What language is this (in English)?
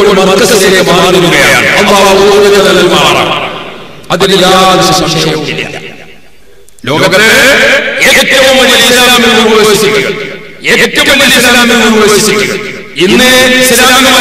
Malayalam